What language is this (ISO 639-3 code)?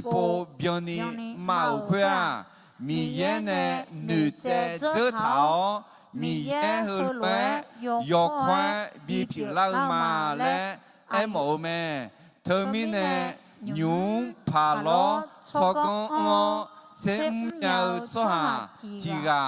ahk